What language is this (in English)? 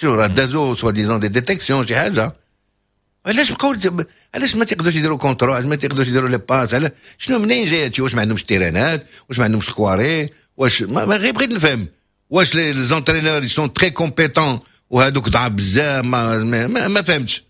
Moroccan Arabic